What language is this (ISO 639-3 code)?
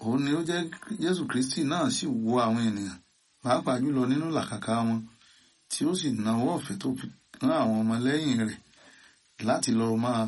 yor